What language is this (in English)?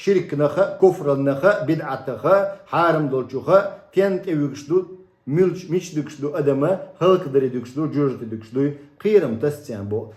Chechen